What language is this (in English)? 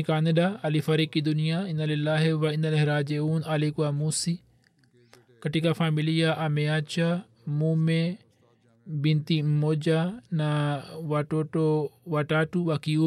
Swahili